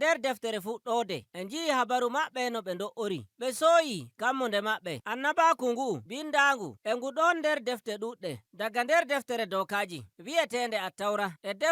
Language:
Nigerian Fulfulde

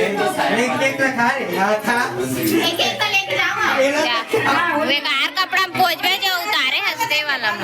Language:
Chhattisgarhi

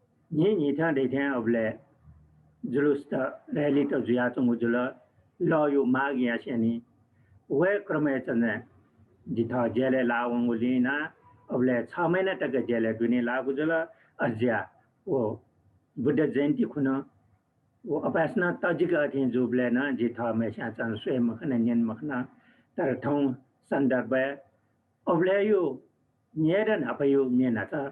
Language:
Newari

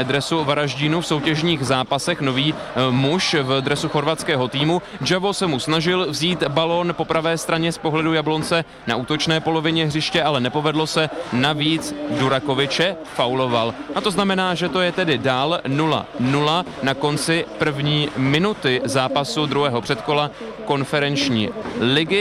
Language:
Czech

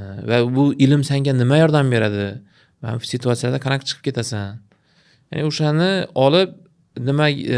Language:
Uzbek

